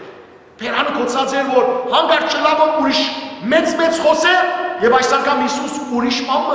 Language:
Western Armenian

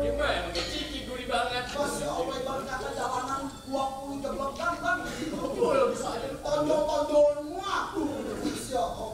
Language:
Betawi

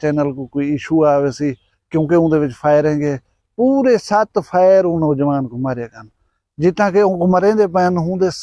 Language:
Saraiki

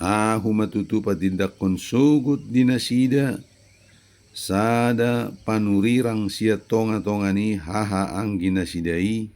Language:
Batak Toba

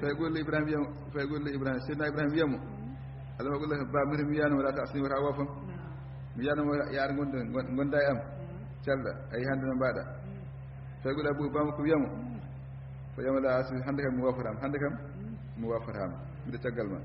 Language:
Fula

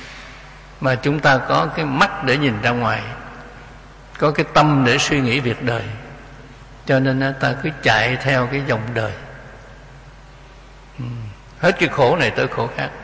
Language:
Vietnamese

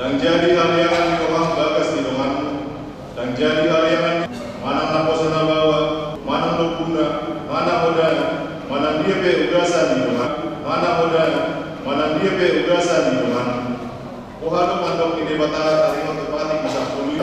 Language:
Batak Toba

